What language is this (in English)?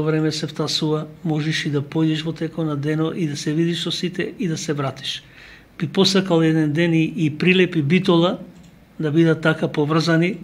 Macedonian